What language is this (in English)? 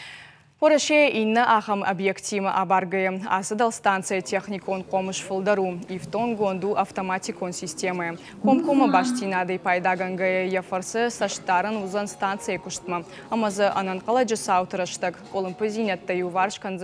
Ossetic